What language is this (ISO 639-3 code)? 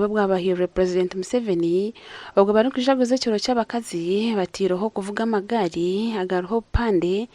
nyn